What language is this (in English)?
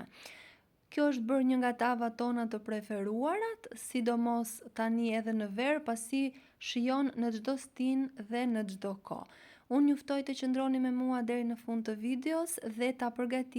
Albanian